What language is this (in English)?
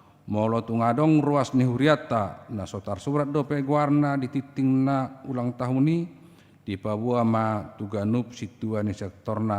Batak Toba